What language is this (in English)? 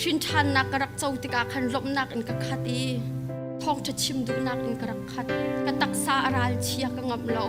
Hakha Chin